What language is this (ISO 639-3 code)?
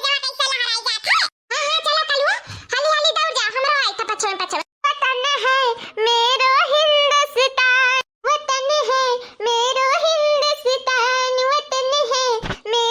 awa